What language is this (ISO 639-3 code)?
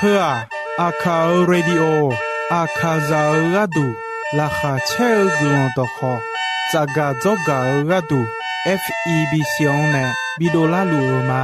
ahk